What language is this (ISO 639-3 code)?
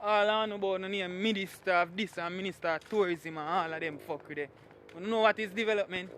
jam